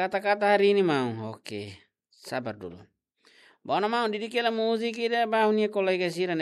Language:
Tetum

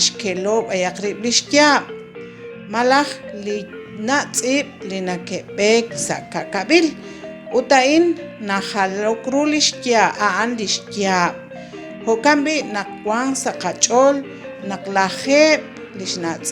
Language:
Kekchí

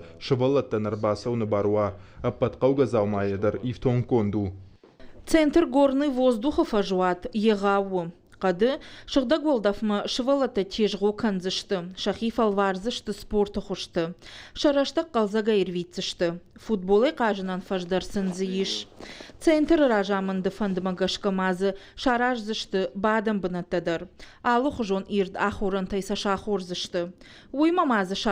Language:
Ossetic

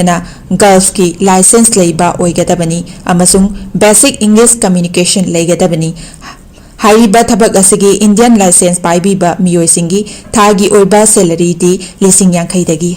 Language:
Manipuri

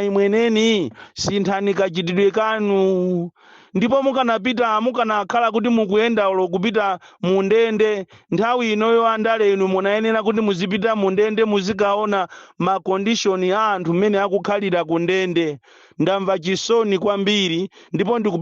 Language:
Nyanja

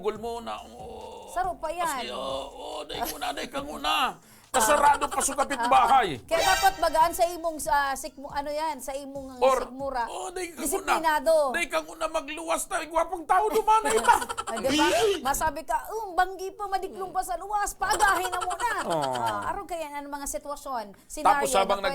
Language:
Bikol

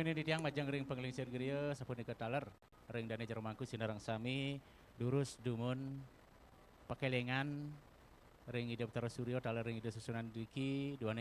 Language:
Balinese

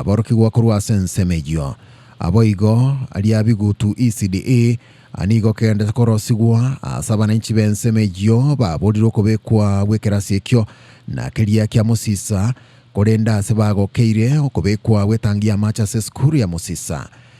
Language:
Gusii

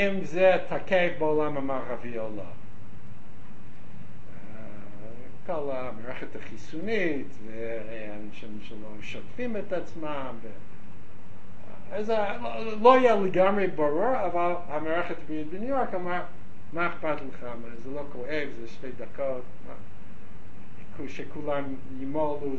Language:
Hebrew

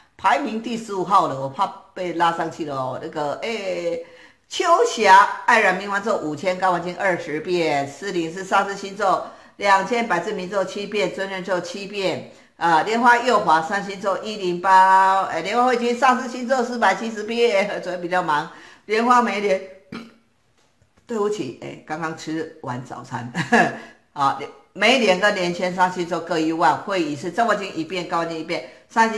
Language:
Chinese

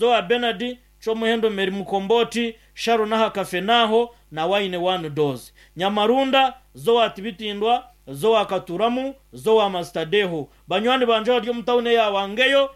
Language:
Nyankole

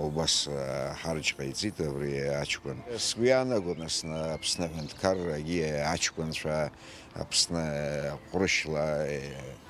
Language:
Abkhazian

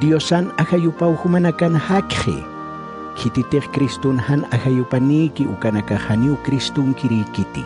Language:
Aymara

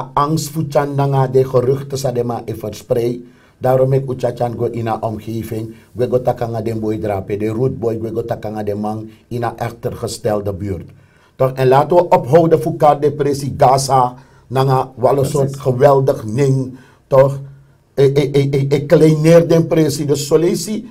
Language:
Sranan Tongo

